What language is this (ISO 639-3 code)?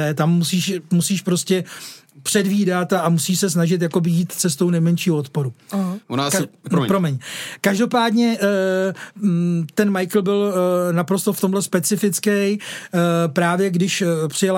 ces